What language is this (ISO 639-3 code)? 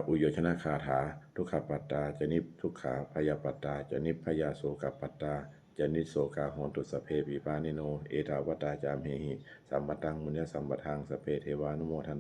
pli